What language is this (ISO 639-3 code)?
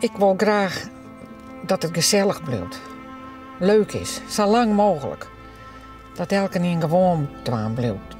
fry